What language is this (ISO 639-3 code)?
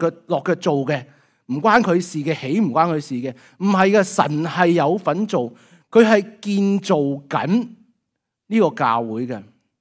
yue